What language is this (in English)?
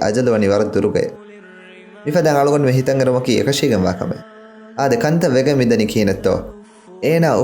Divehi